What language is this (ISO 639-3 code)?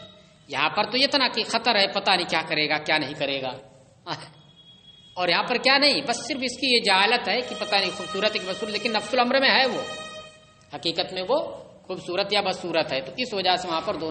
urd